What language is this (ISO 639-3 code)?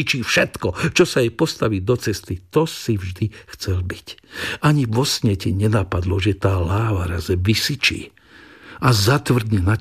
slk